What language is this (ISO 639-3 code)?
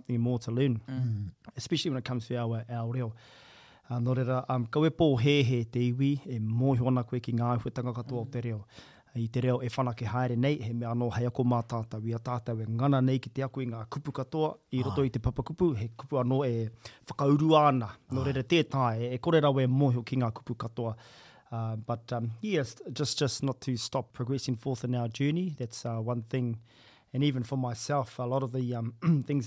mri